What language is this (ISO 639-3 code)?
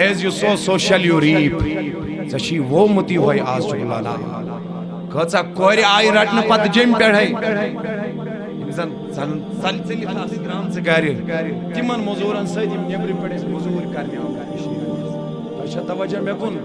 kas